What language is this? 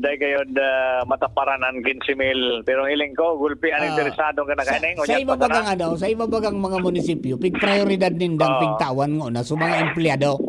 Bikol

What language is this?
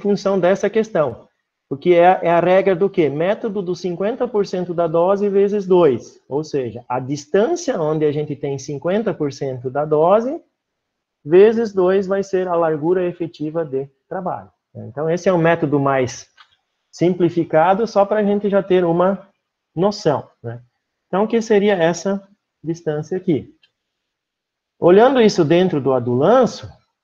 Portuguese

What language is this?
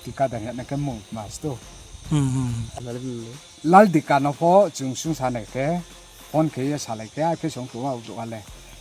Riang (India)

